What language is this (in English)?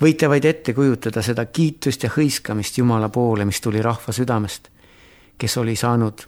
Estonian